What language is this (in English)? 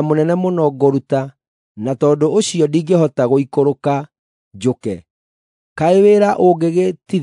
Kikuyu